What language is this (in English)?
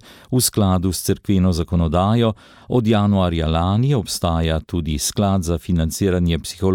Slovenian